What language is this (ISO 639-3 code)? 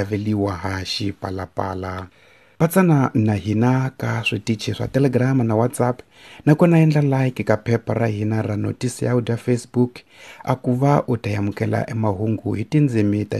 tso